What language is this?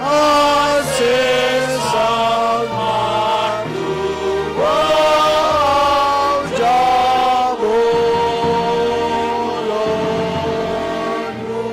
Batak Simalungun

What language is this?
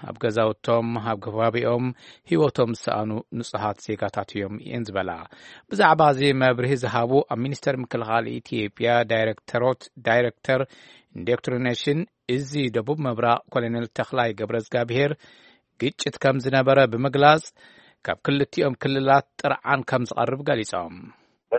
Tigrinya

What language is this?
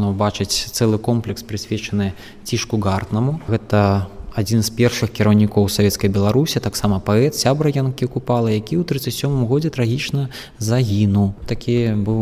Belarusian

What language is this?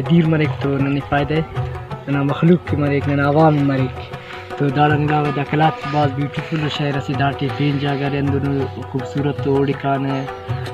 Brahui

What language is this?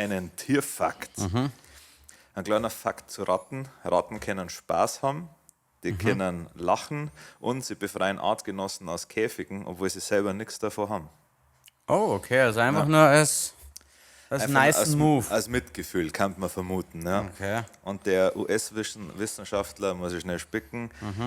Bavarian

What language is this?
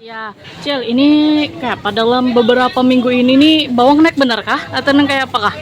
Banjar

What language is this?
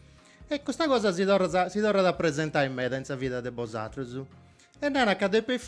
Sardinian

